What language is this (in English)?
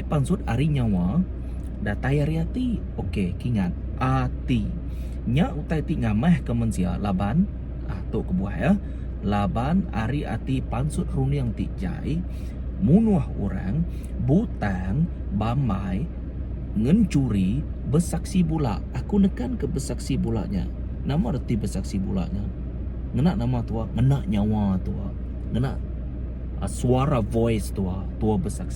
Iban